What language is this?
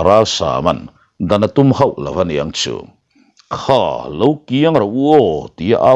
Mizo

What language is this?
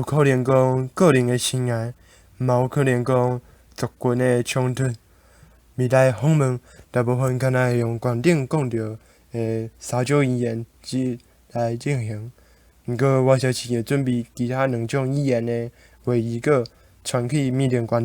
Min Nan Chinese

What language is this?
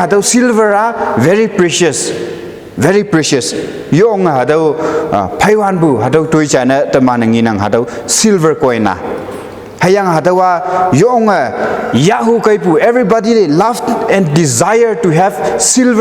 Konyak Naga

